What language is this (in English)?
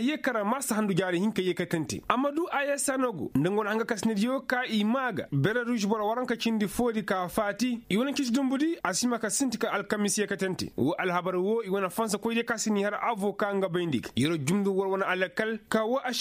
Koyraboro Senni